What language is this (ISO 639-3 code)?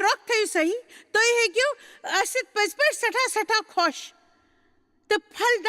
kas